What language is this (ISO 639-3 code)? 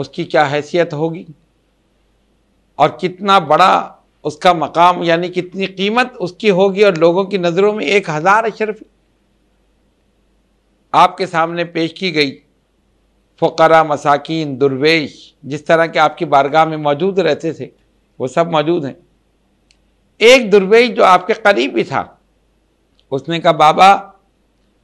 urd